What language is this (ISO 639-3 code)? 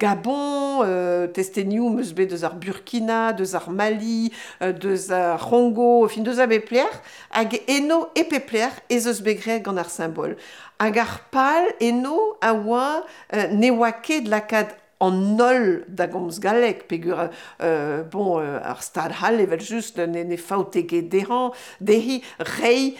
bre